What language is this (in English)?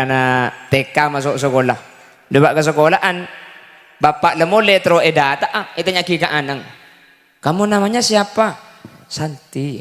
Madurese